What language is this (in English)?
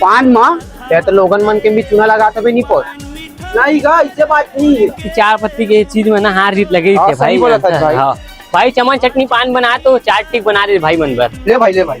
Chhattisgarhi